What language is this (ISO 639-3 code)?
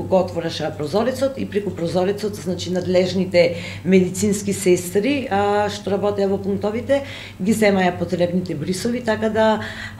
mkd